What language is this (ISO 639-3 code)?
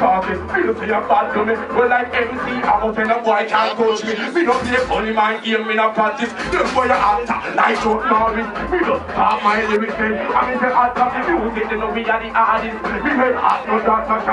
jam